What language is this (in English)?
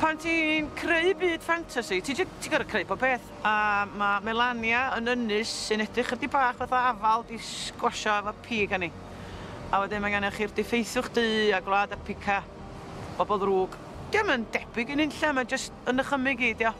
Welsh